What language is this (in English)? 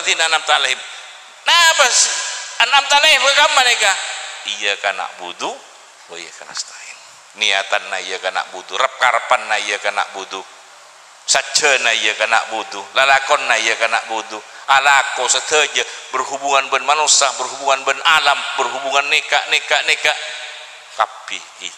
Madurese